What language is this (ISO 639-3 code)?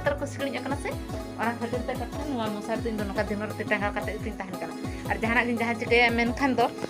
sat